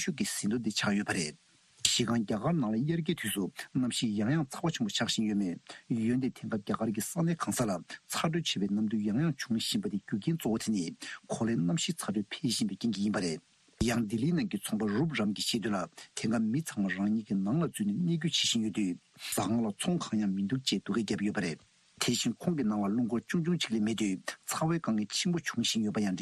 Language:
Tibetan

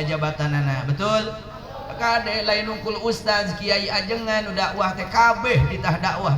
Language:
Sundanese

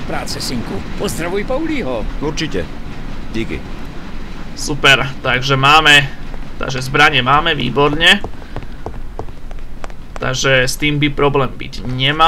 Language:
Slovak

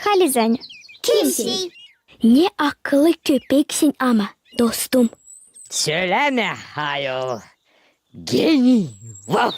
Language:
Gagauz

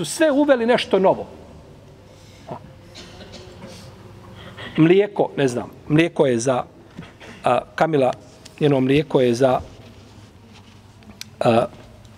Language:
Bosnian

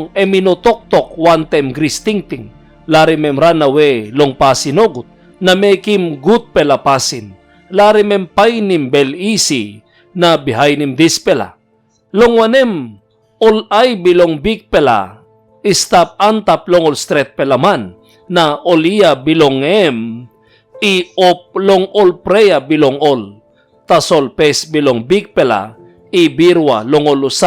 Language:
Tok Pisin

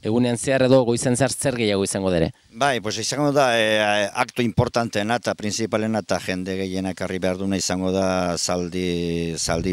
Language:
Basque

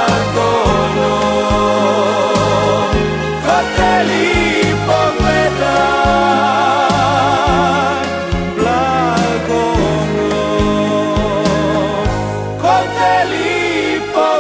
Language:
Croatian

